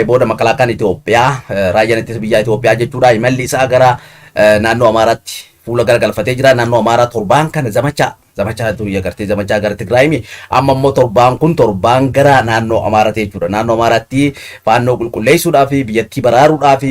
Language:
Oromo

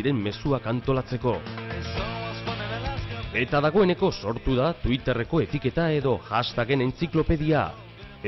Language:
Basque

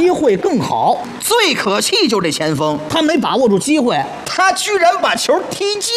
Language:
Chinese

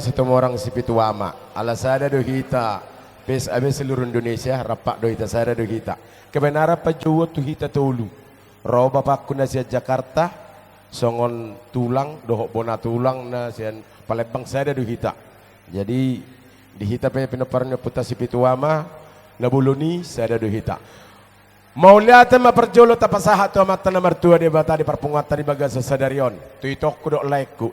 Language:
Batak Toba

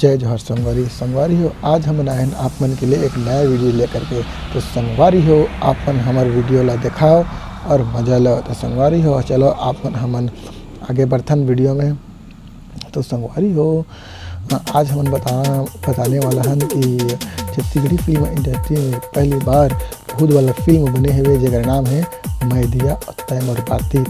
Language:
Chhattisgarhi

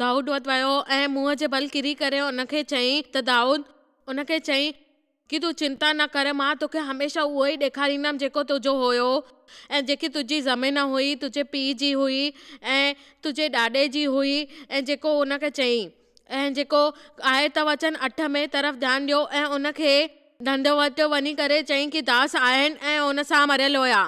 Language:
Sindhi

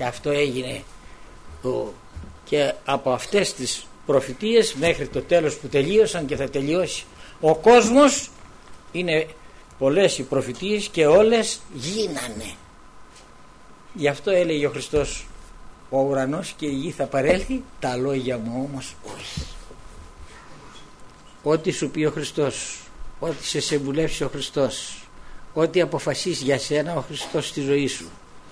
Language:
Greek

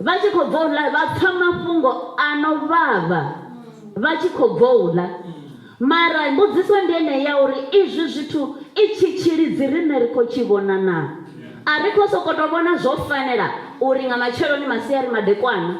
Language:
Venda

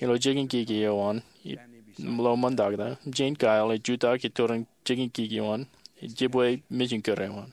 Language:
Marshallese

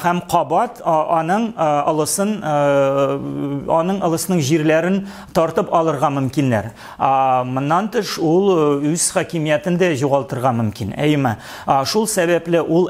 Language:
Tatar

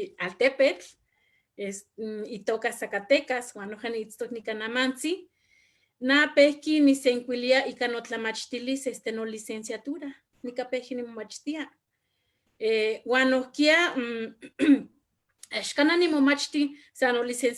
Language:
Eastern Huasteca Nahuatl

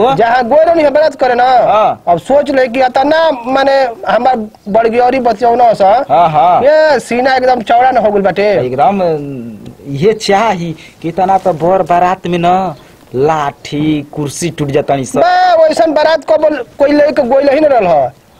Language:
Bhojpuri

